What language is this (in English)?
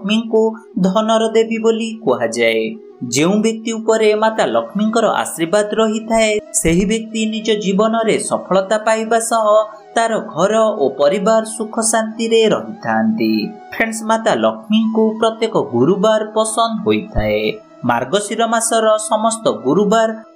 Odia